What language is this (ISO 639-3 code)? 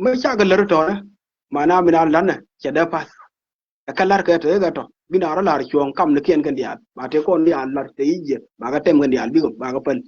nus